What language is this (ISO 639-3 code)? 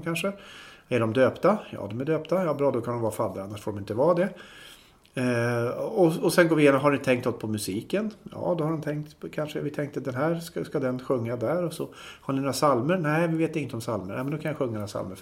swe